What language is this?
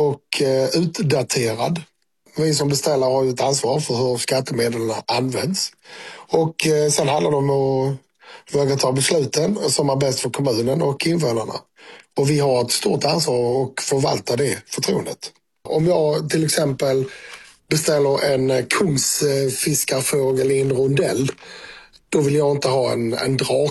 Swedish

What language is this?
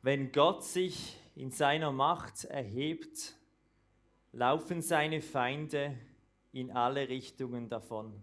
Swiss German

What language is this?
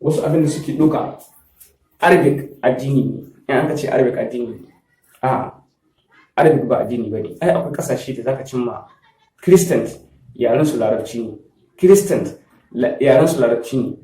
Hausa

